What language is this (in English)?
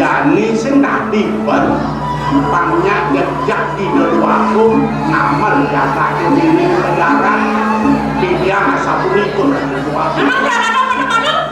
Balinese